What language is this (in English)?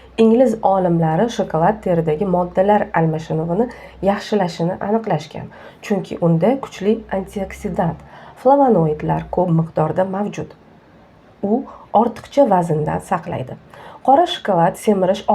Uzbek